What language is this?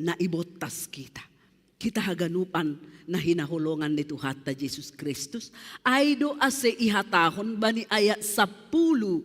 Batak Simalungun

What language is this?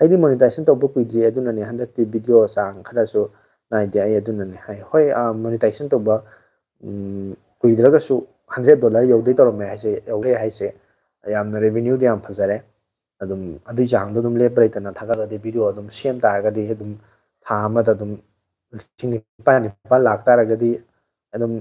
Manipuri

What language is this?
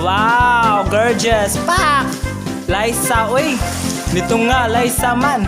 Cebuano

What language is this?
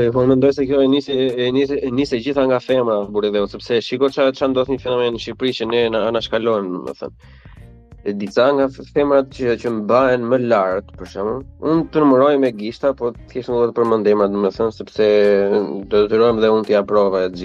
Albanian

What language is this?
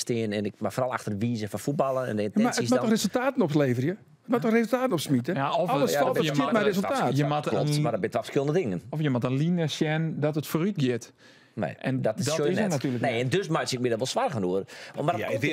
Western Frisian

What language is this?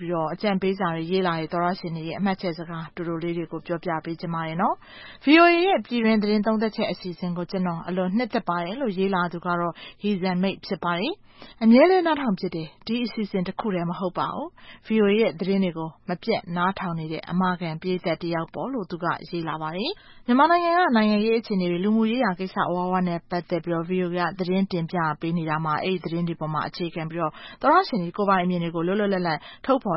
Burmese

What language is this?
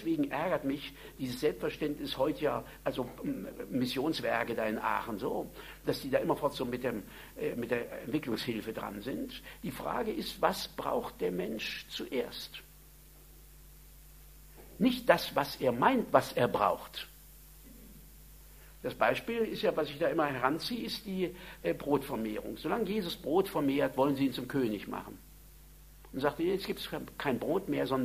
German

